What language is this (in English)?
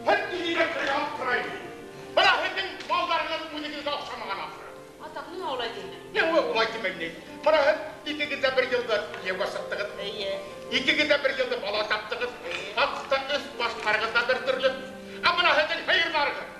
Bashkir